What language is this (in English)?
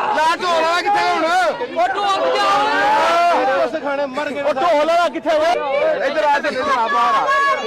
Saraiki